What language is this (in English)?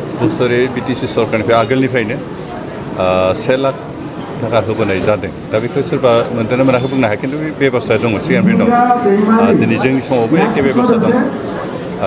Bodo